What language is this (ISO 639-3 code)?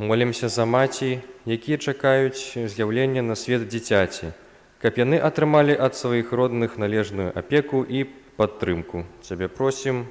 bel